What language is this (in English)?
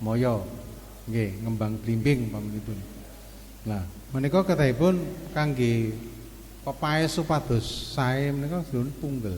Javanese